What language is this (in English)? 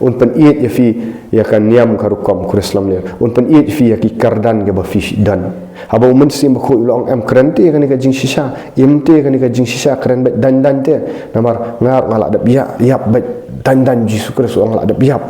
Khasi